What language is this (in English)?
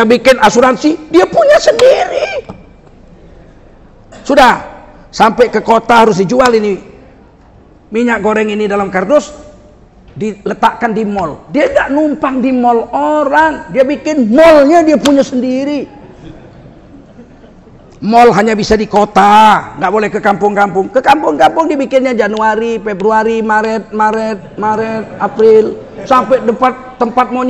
Indonesian